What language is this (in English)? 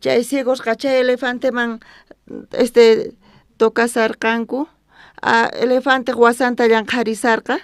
South Bolivian Quechua